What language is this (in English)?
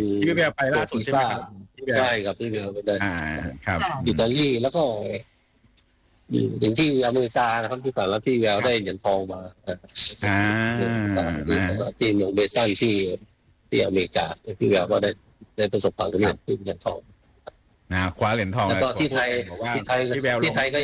Thai